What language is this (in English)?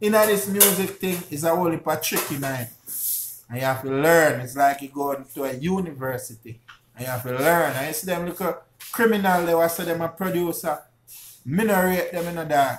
Jamaican Creole English